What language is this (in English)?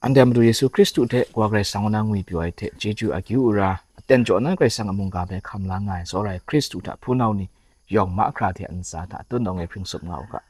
Kachin